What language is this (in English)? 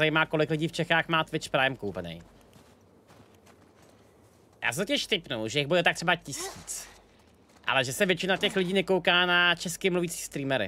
Czech